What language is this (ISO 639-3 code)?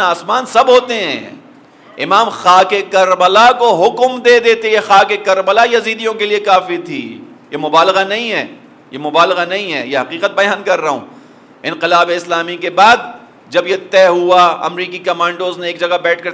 urd